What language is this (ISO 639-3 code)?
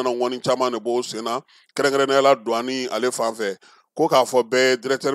bam